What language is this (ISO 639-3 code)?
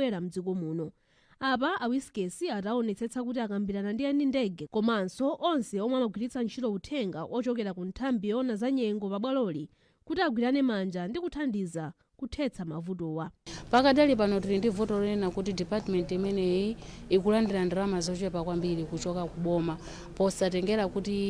nya